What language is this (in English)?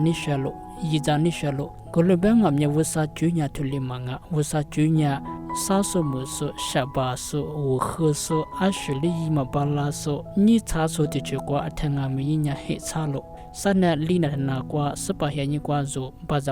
Lisu